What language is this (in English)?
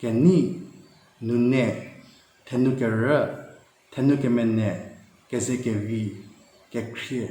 Angami Naga